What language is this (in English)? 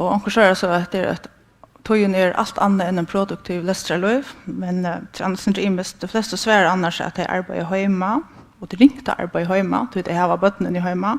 Faroese